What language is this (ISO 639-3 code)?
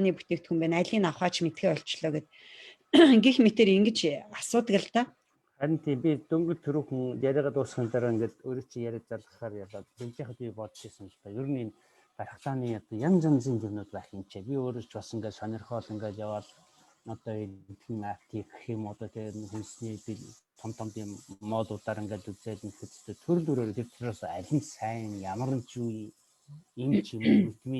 mon